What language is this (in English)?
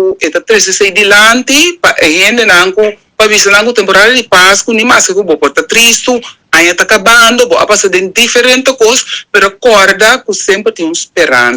Papiamento